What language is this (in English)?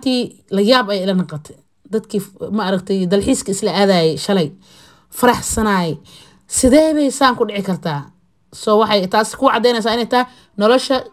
Somali